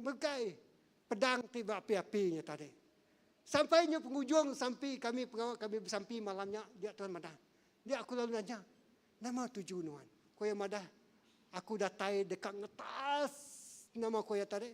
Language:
Iban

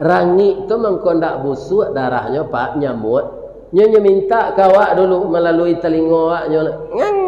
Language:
Minangkabau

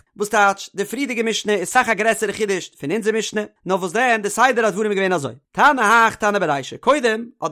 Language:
Yiddish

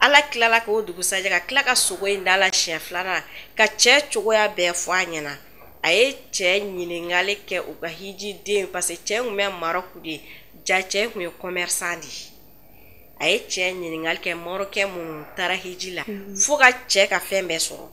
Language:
Bambara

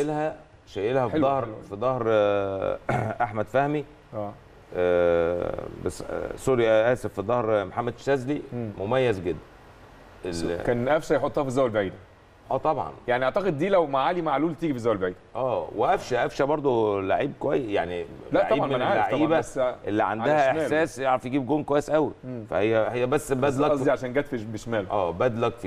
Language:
Egyptian Arabic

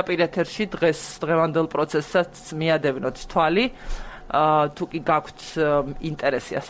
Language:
Georgian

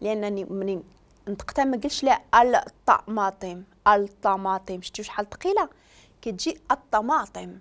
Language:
Moroccan Arabic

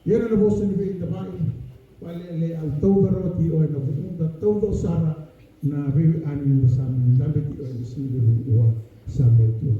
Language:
Fijian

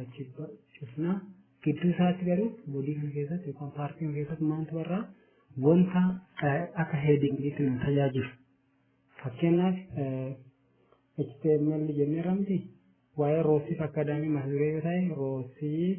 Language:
Oromo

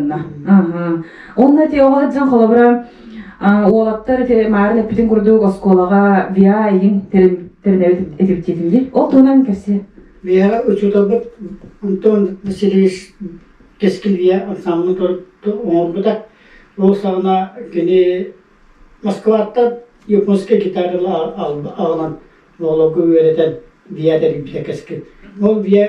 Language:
Yakut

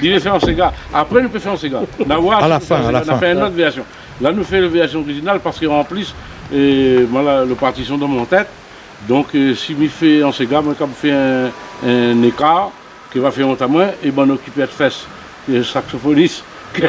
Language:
Réunion Creole French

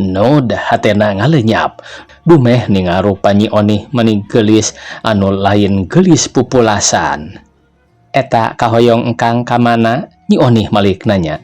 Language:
Sundanese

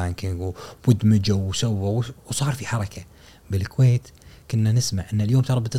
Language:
Gulf Arabic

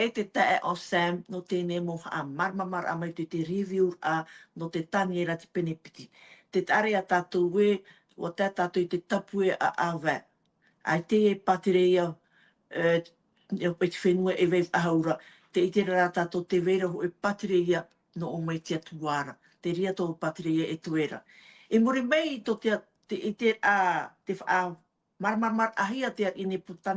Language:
Tahitian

